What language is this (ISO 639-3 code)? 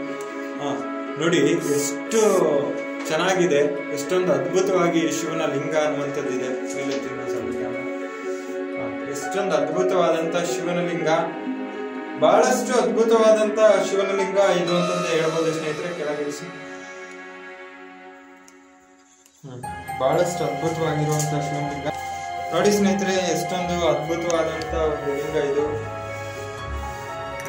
kan